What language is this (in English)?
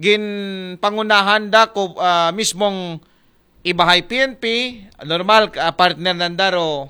Aklanon